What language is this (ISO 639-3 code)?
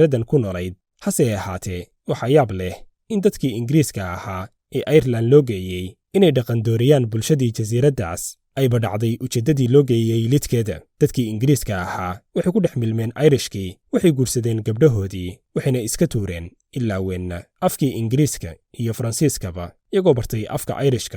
som